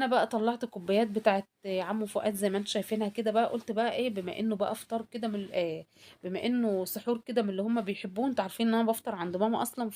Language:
Egyptian Arabic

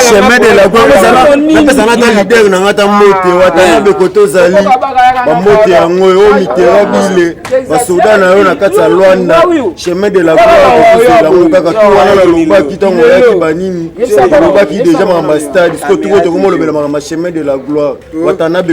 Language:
Lingala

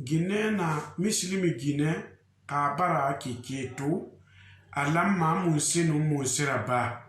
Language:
Susu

